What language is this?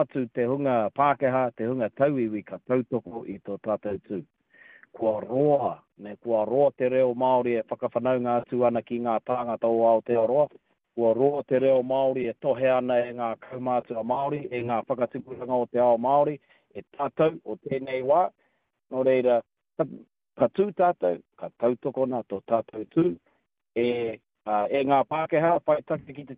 Māori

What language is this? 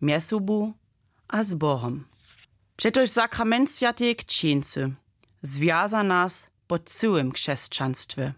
Upper Sorbian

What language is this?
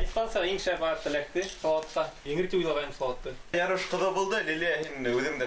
Bashkir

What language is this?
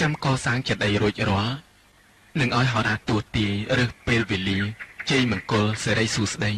Khmer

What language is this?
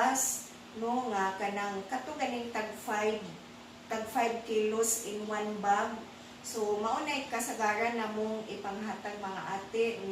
Cebuano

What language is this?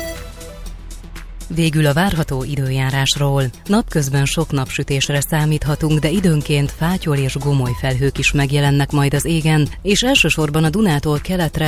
Hungarian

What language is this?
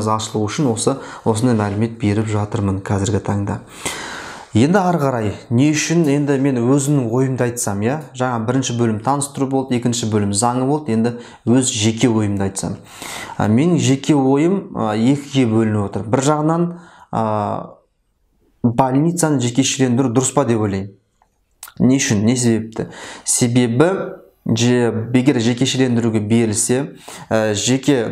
Kazakh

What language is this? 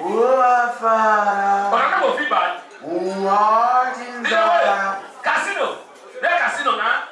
Nigerian Pidgin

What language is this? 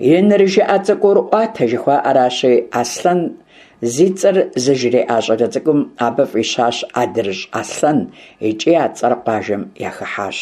Kabardian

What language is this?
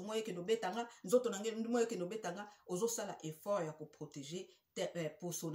Lingala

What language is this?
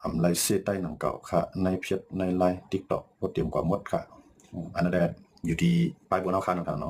Shan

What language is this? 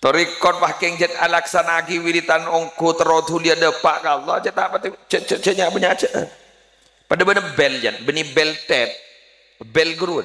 Madurese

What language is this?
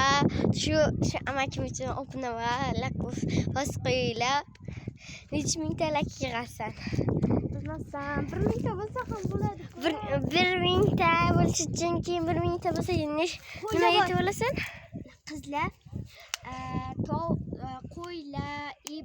Uzbek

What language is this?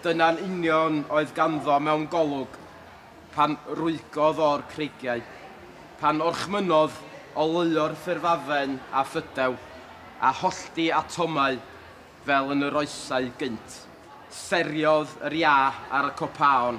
Welsh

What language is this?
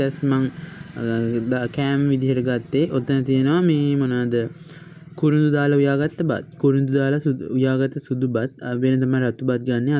Sinhala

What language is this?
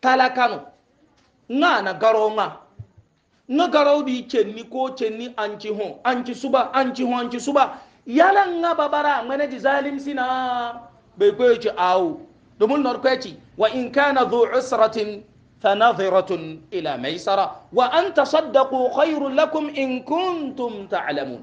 Hausa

